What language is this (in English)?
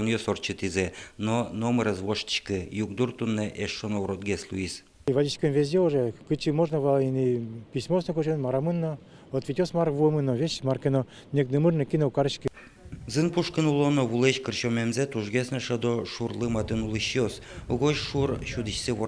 Udmurt